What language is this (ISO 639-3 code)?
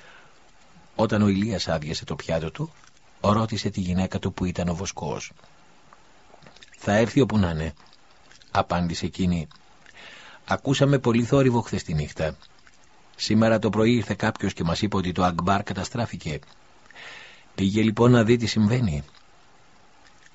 ell